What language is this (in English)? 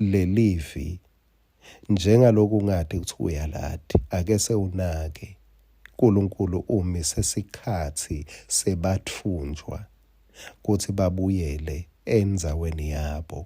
Swati